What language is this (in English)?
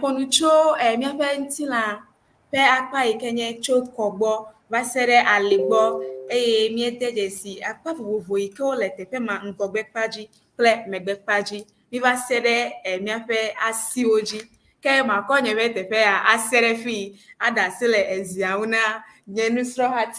Ewe